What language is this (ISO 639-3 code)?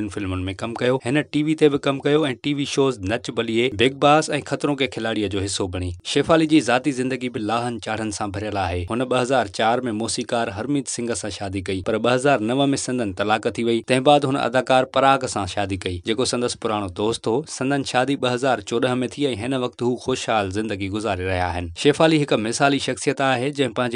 snd